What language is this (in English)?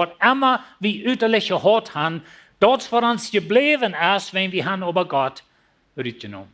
Plautdietsch